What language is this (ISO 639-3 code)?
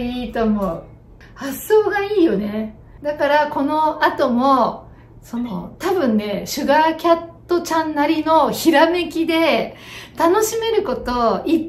jpn